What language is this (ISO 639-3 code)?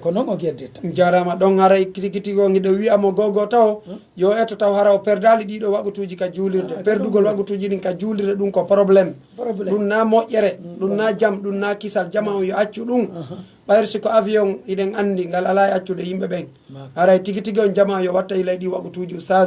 fuf